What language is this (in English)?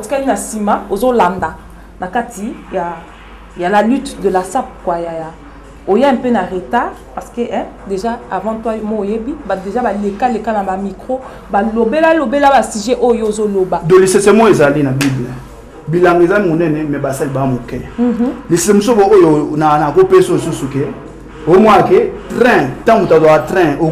Lingala